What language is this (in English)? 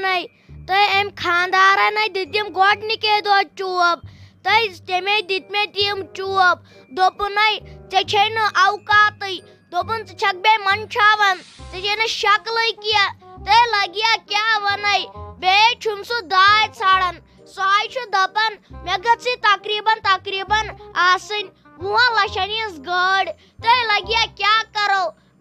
Kashmiri